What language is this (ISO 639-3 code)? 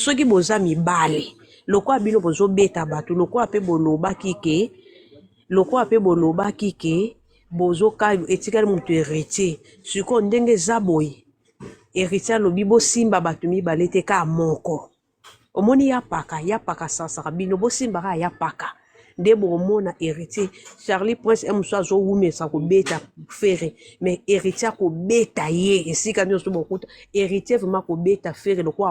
lin